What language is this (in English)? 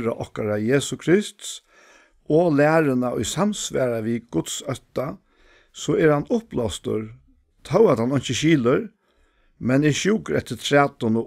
Faroese